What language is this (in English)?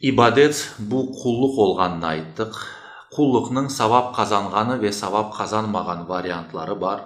Crimean Tatar